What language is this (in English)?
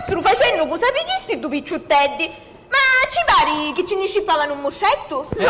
Sicilian